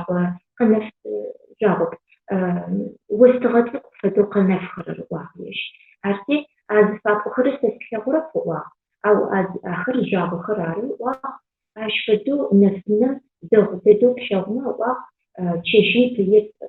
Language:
Adyghe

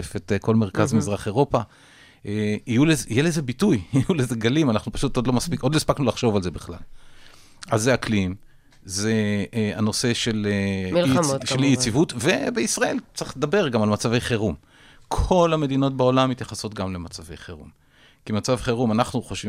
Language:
Hebrew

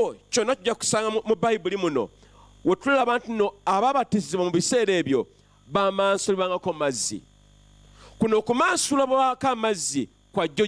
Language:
Ganda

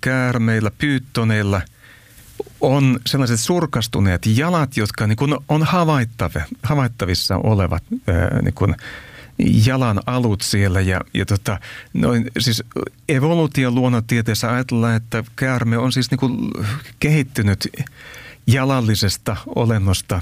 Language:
Finnish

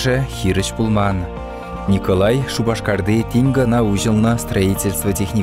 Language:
Chuvash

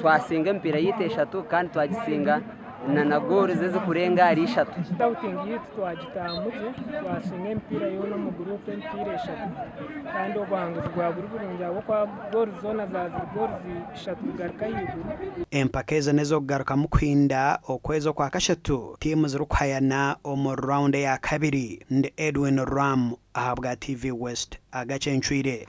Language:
Nyankole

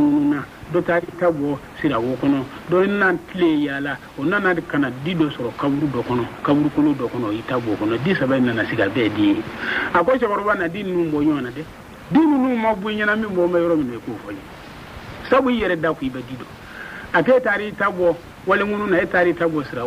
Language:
Bambara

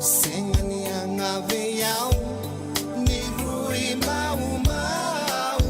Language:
Fijian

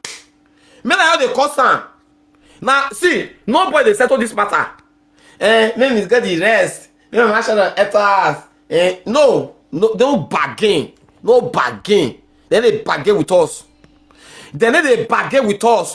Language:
Nigerian Pidgin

